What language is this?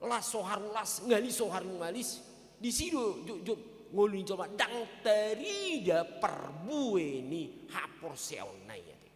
Batak Toba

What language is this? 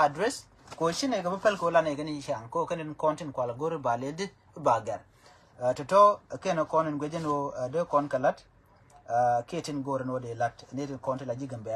Nuer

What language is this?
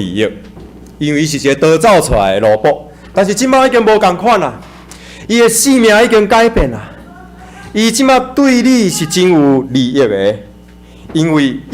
Min Nan Chinese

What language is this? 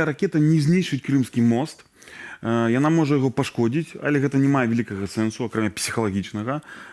Belarusian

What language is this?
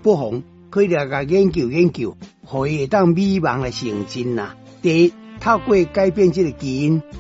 Min Nan Chinese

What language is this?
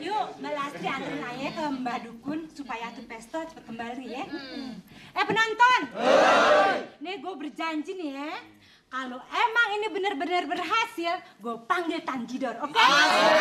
Betawi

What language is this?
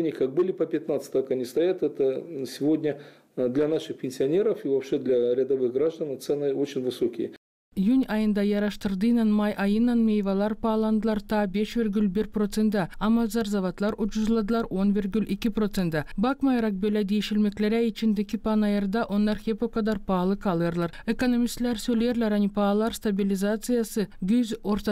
Gagauz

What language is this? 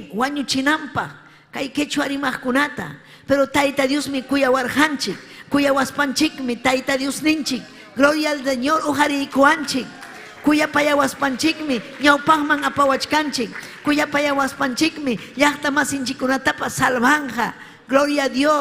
Ayacucho Quechua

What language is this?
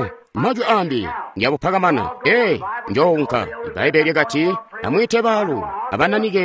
Tonga (Zambia)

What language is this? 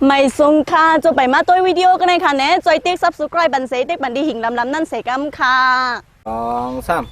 Shan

